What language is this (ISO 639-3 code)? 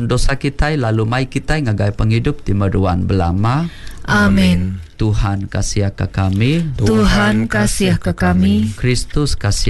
iba